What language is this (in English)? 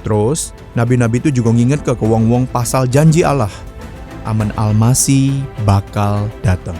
Musi